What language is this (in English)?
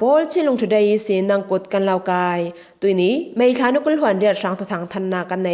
Falam Chin